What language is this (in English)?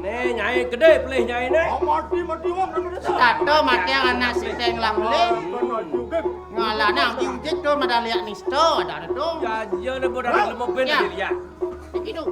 Balinese